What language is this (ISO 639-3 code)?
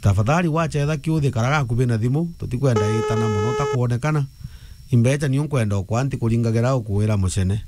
mer